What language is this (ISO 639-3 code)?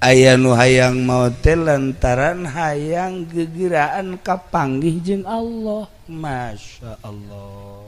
sun